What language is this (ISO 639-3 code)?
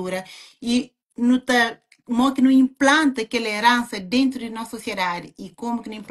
kea